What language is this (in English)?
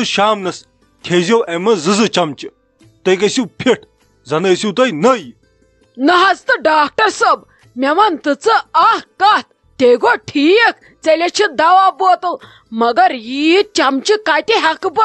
Kashmiri